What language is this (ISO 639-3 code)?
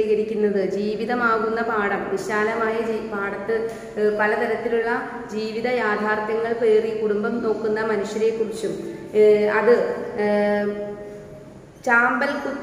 mal